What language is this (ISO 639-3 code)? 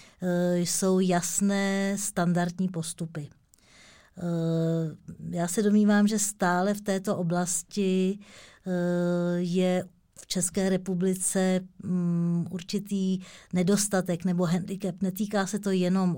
ces